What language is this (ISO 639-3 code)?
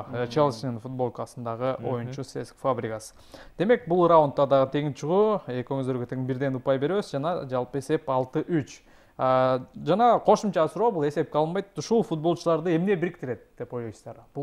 kir